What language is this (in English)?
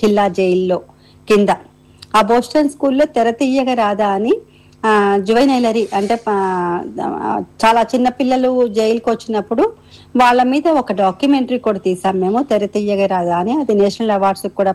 Telugu